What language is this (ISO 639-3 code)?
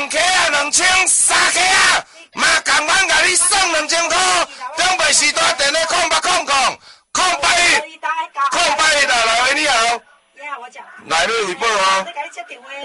nan